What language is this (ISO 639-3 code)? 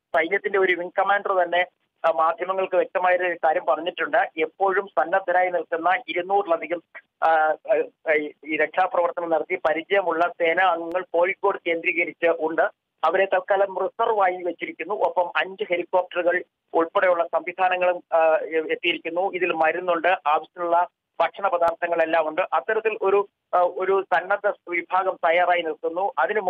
mal